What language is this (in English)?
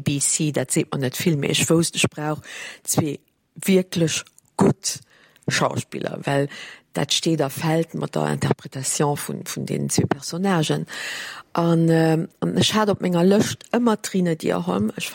Luxembourgish